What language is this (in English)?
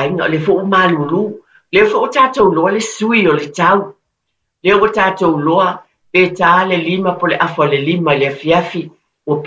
Samoan